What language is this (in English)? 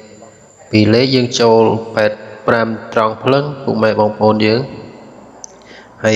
Khmer